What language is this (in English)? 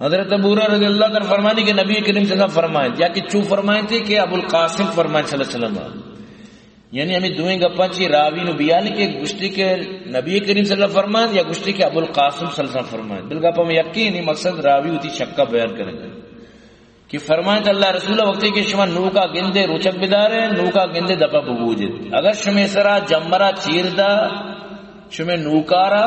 Baluchi